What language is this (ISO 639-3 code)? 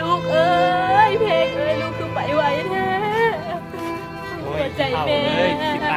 lao